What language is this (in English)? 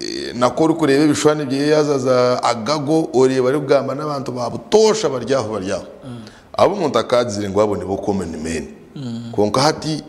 Nyankole